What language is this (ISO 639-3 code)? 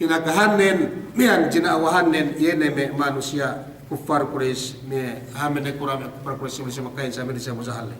yka